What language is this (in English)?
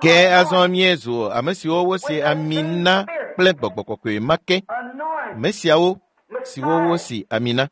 Ewe